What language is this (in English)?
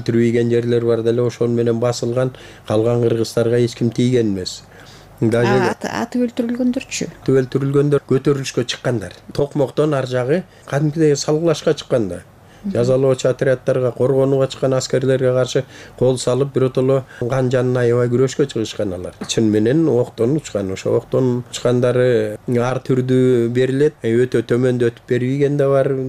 Kyrgyz